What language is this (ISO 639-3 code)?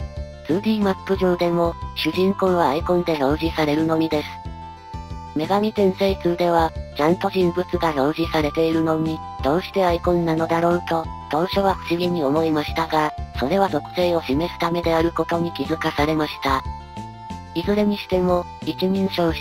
jpn